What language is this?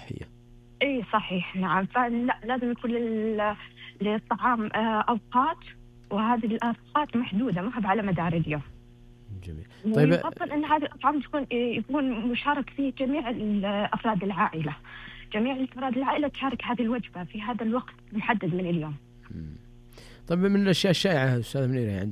Najdi Arabic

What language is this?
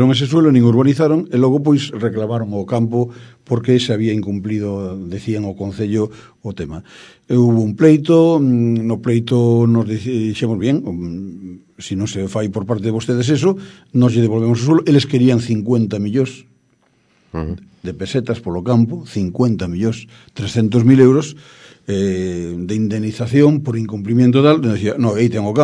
Galician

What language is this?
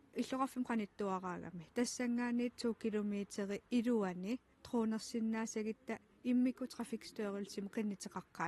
Kalaallisut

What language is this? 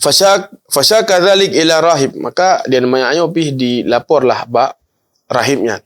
Achinese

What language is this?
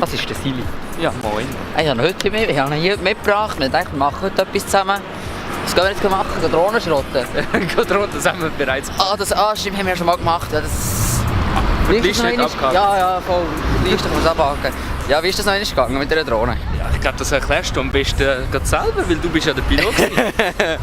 Swiss German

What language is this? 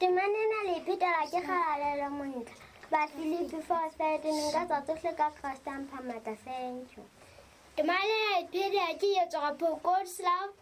Southern Sotho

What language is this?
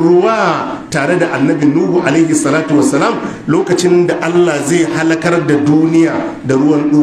Hausa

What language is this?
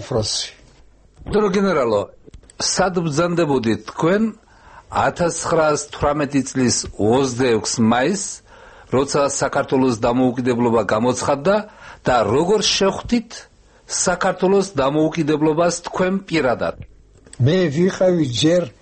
Georgian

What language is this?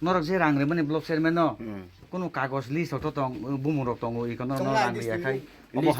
Kok Borok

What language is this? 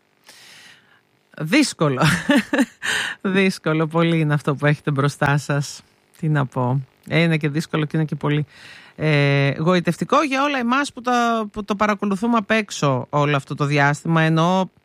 Greek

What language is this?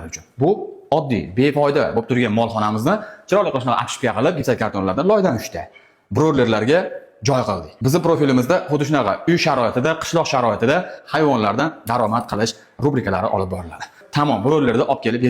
Uzbek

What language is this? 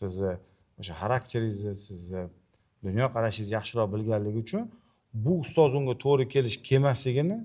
Uzbek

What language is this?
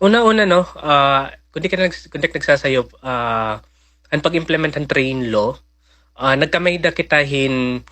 Waray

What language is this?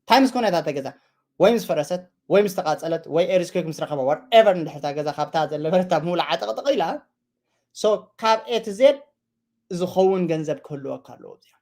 Tigrinya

